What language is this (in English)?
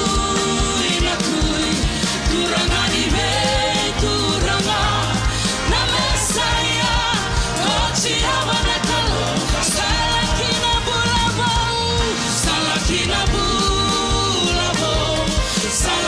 Fijian